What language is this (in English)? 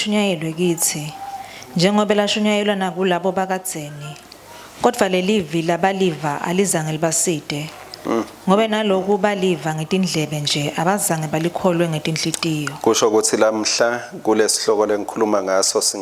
Swati